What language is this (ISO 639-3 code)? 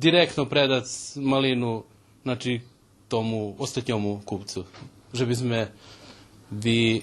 rue